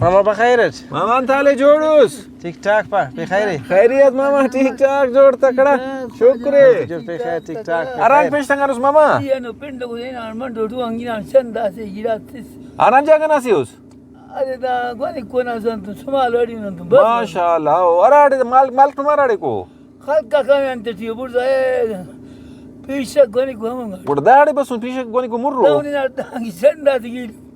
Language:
Brahui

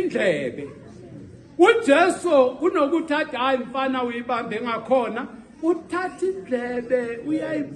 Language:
Zulu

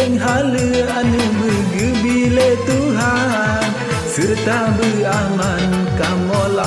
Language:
Achinese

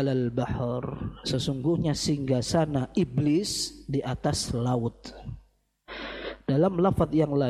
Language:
Indonesian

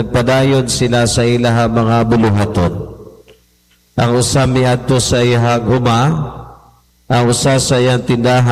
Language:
Cebuano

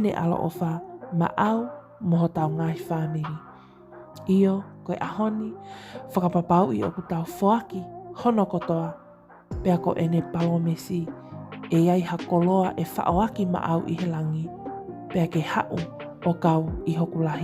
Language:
Tongan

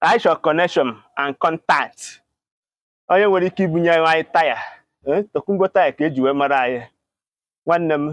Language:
Igbo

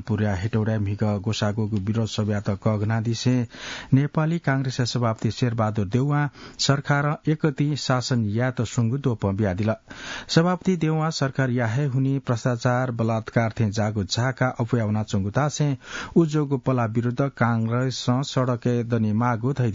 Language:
Newari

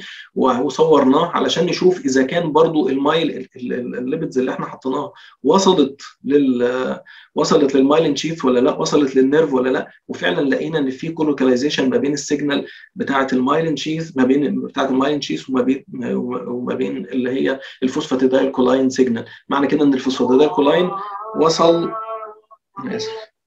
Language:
Egyptian Arabic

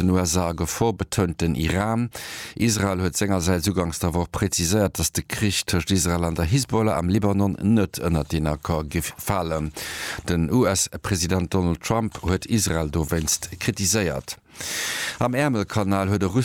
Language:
Luxembourgish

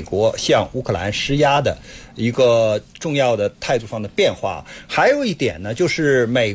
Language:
Chinese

